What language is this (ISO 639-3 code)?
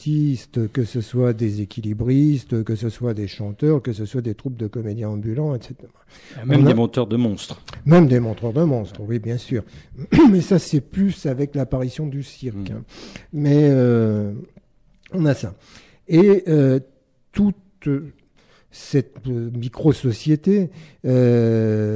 fra